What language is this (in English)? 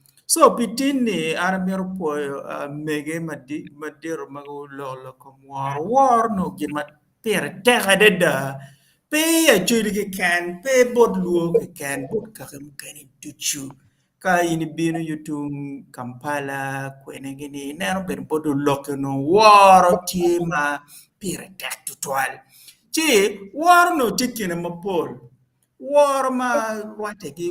Acoli